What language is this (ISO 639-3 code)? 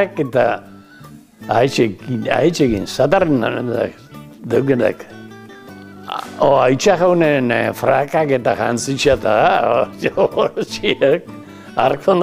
eus